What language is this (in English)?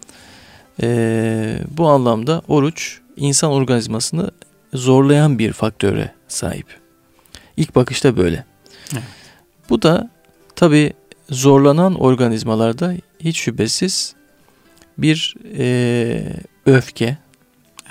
Turkish